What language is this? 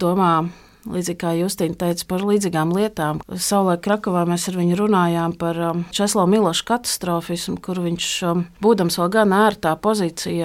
Latvian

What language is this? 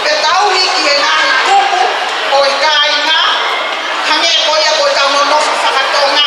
Tongan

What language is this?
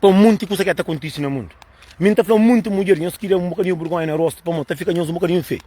Kabuverdianu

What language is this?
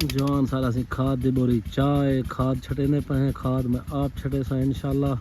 Saraiki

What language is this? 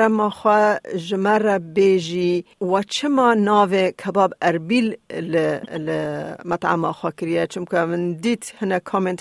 Kurdish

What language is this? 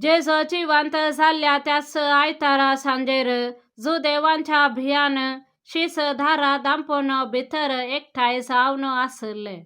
Konkani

